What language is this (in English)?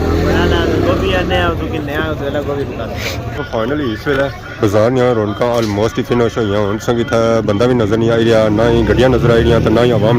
Pahari-Potwari